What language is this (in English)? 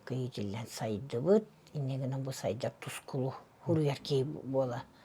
Yakut